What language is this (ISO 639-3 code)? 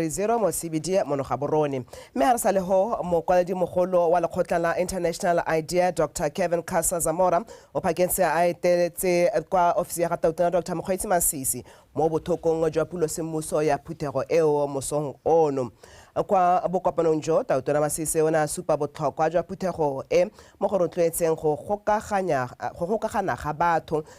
tsn